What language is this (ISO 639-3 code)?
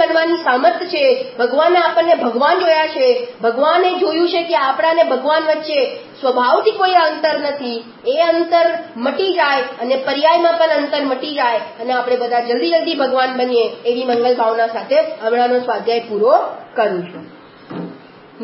guj